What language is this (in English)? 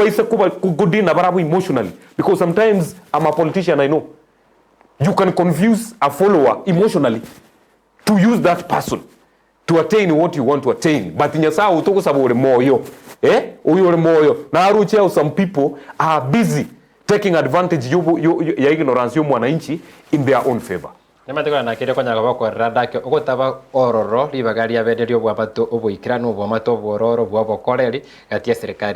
Gusii